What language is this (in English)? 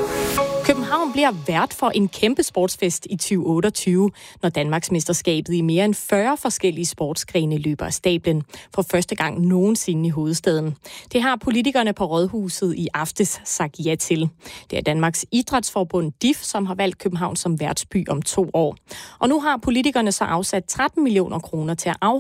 Danish